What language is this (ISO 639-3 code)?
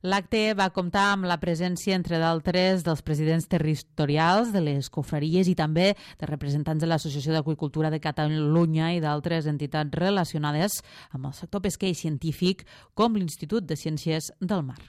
cat